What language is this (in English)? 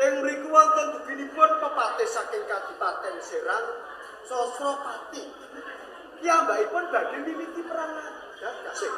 Javanese